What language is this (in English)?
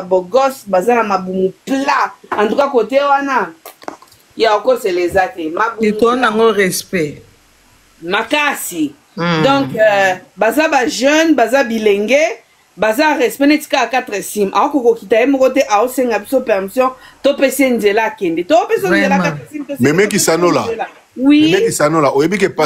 Lingala